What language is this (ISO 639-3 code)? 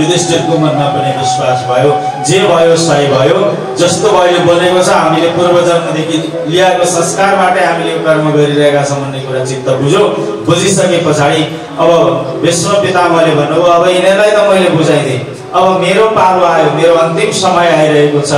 nep